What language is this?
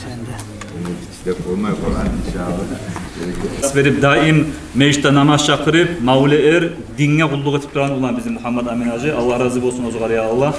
Kumyk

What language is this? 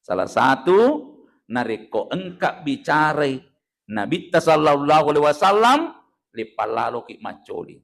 Buginese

